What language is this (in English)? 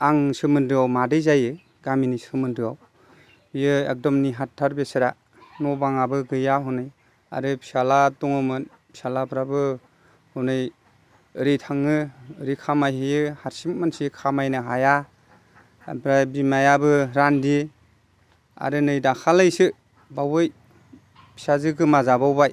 Bodo